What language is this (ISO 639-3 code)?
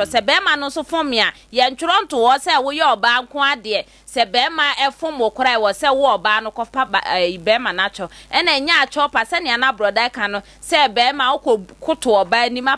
aka